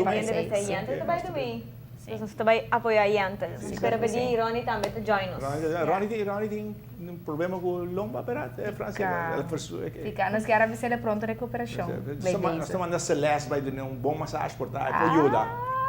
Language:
Papiamento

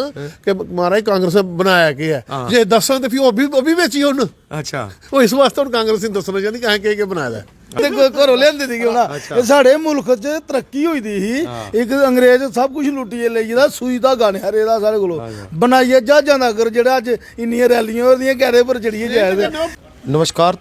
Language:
Dogri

